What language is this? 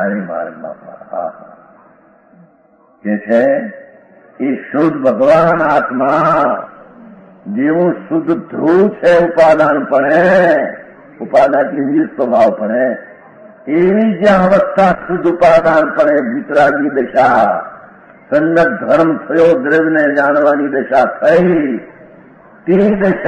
Gujarati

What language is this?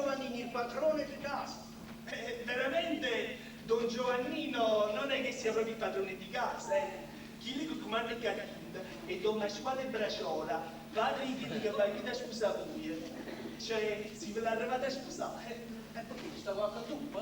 Neapolitan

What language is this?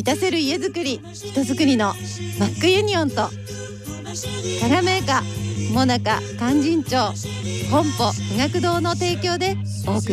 Japanese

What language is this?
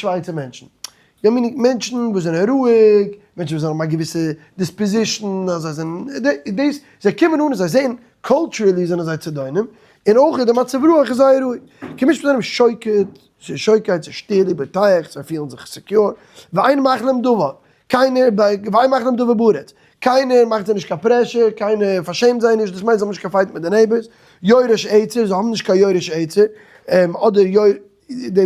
Yiddish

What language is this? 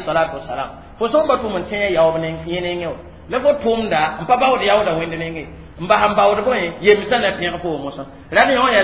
Mossi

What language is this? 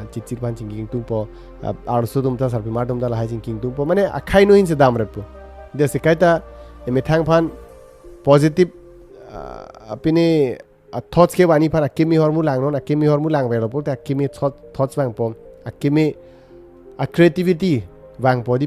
Karbi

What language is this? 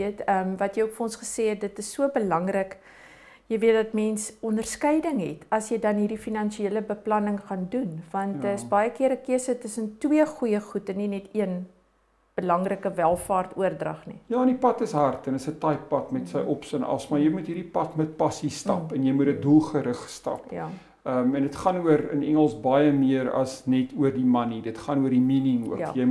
Afrikaans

